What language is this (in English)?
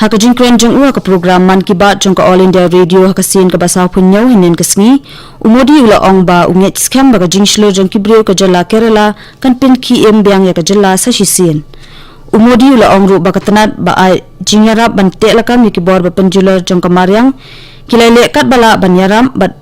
Khasi